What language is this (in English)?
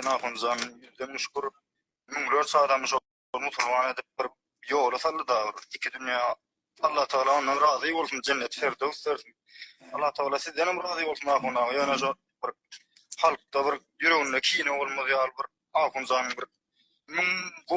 Turkmen